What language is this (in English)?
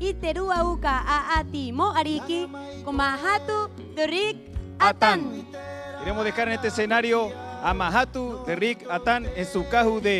Rapanui